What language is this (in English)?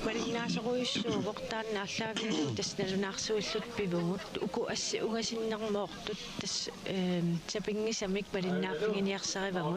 Kalaallisut